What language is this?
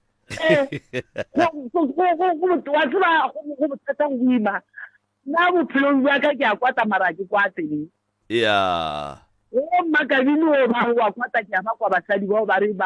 Northern Sotho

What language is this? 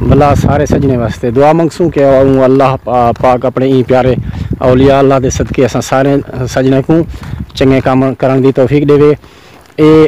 Saraiki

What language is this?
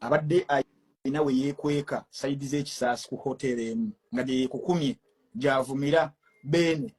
Ganda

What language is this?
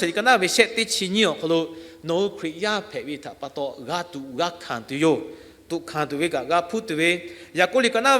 Lahu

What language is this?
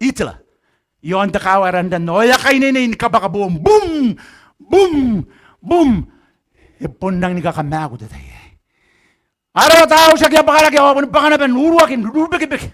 Gilbertese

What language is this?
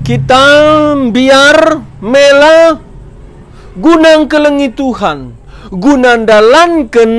Batak Karo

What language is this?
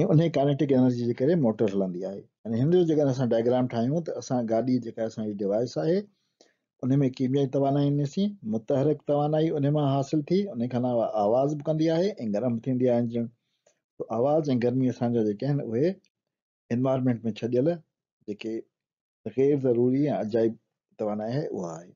Sindhi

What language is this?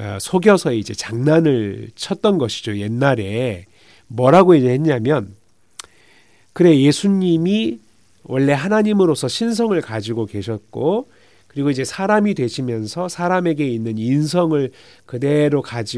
Korean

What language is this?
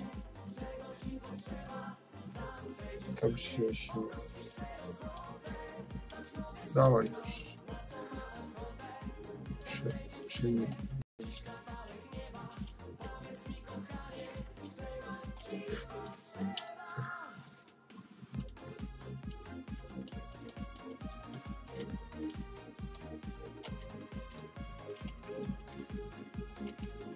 Polish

